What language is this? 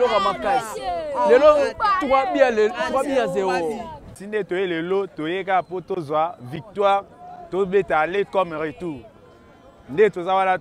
Lingala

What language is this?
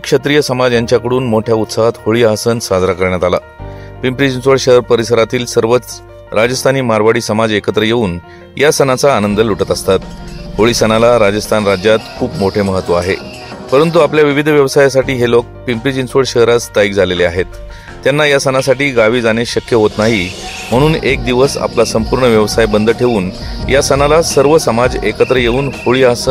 Marathi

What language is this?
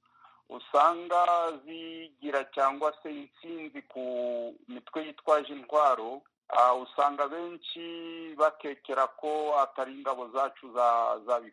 Kinyarwanda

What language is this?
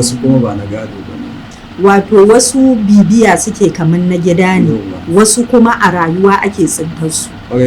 Hausa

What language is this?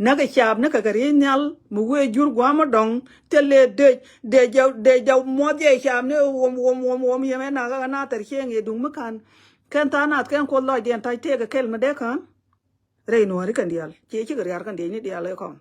Nuer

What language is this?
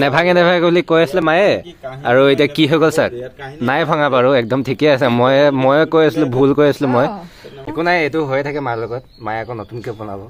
Assamese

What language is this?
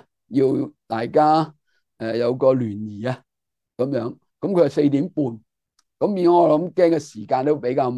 Cantonese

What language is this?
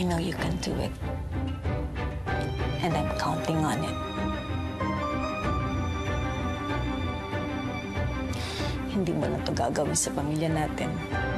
Filipino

